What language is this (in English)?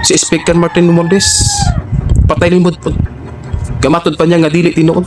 Cebuano